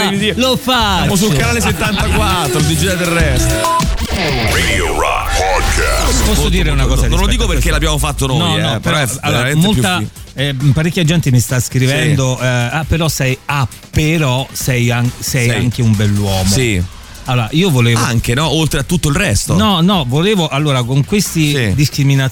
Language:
Italian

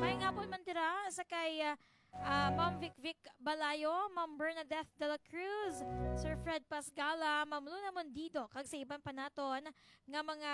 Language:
Hiligaynon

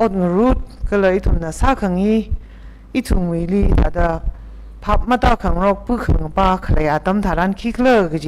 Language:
Tangkhul Naga (India)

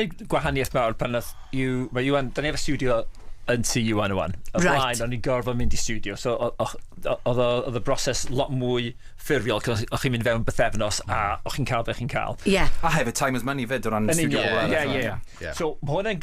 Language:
Welsh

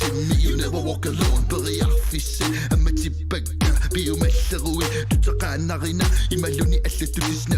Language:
Kalaallisut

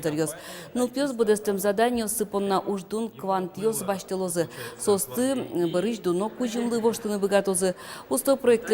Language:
Udmurt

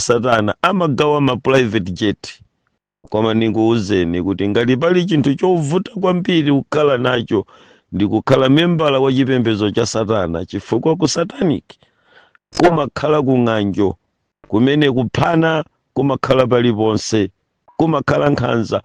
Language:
Nyanja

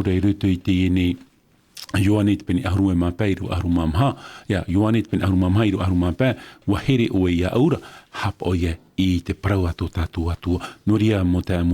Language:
Tahitian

